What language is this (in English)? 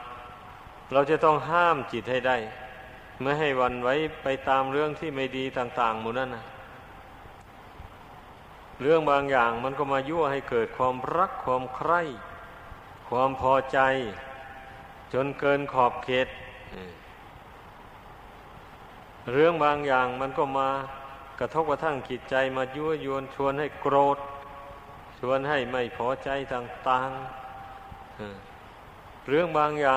Thai